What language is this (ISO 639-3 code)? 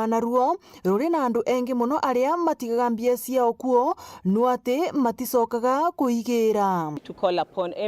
mer